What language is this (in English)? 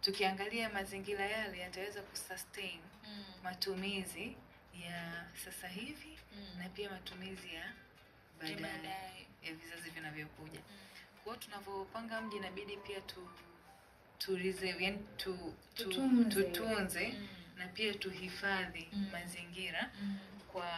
Swahili